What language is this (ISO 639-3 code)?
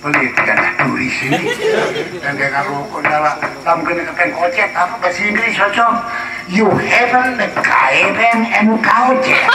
sas